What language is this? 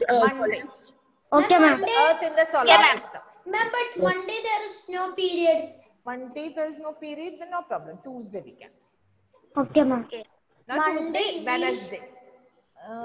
English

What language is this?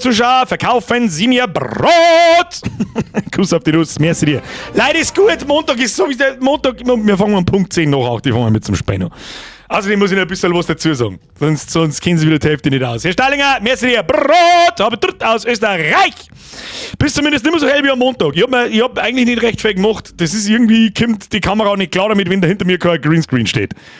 Bavarian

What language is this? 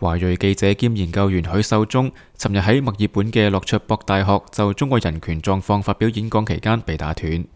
Cantonese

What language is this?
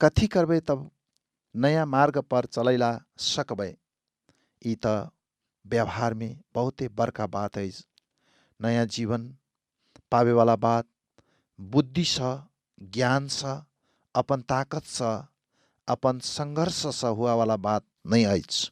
Maithili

